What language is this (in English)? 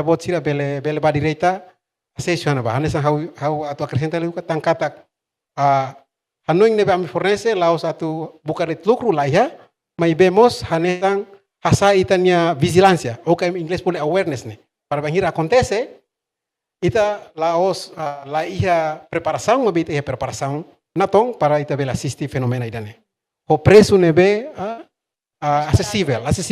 Tetum